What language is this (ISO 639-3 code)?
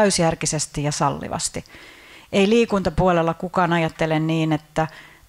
fin